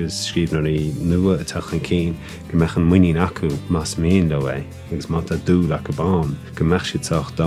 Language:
Irish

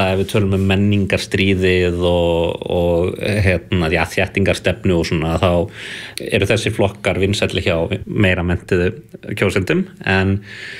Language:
Icelandic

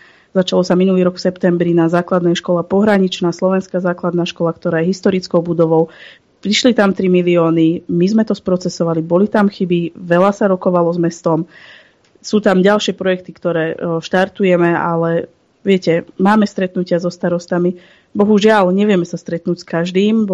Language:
Slovak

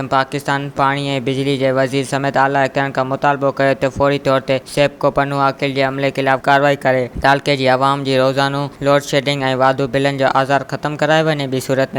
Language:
Sindhi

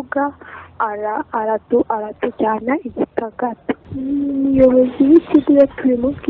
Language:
Kinyarwanda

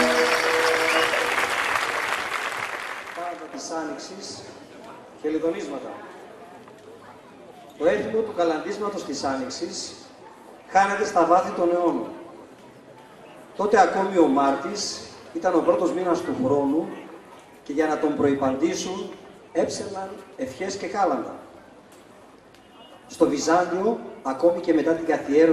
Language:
Greek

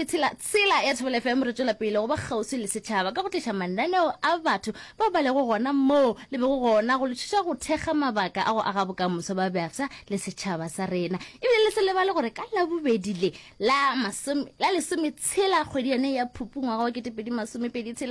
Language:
Northern Sotho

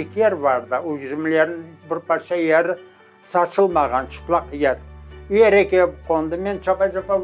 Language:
Crimean Tatar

